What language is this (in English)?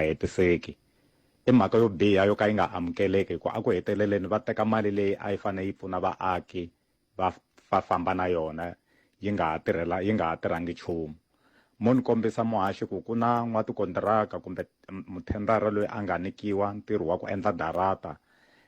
Tsonga